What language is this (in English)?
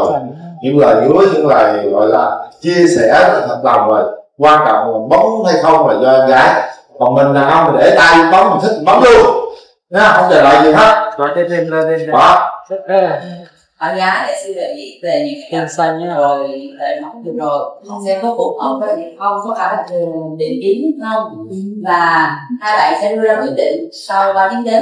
Vietnamese